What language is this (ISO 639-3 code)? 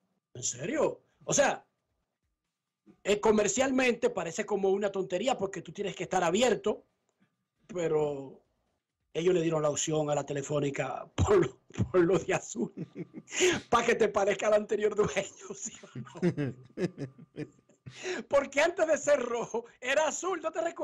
spa